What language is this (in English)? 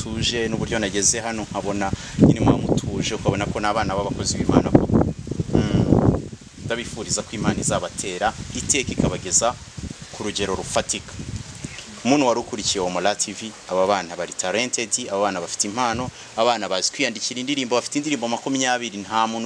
Kinyarwanda